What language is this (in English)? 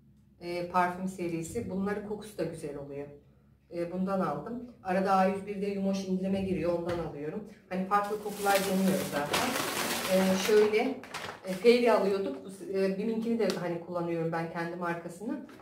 Turkish